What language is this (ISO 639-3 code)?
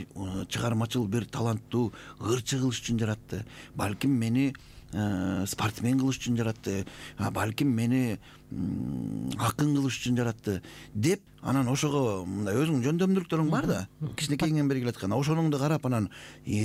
kir